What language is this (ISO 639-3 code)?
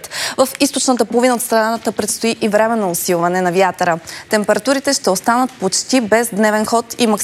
bul